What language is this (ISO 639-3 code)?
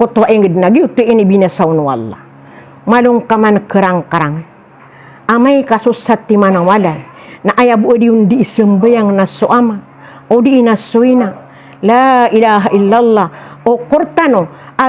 mrw